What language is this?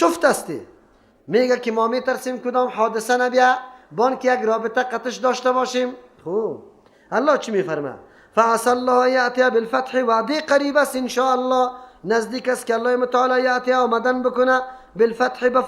Persian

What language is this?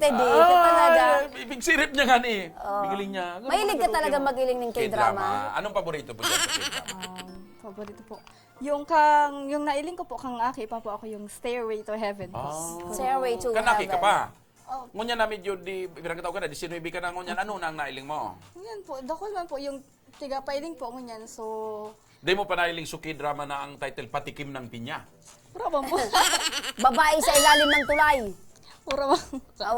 Bikol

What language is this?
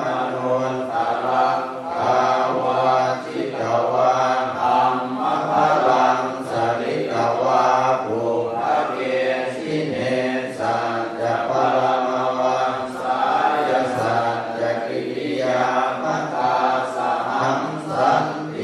Pali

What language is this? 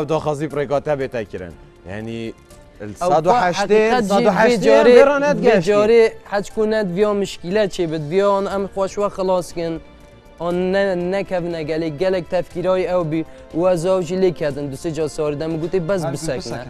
Kurdish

